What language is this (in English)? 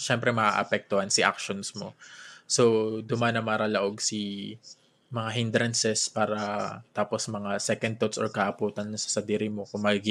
Bikol